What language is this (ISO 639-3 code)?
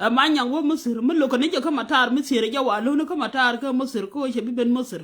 nus